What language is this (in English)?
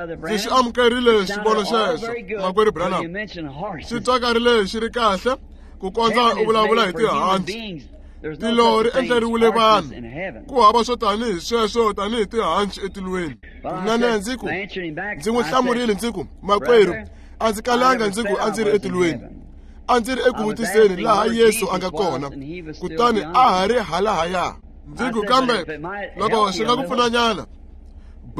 Tsonga